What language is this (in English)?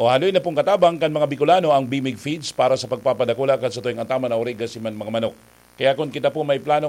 Bikol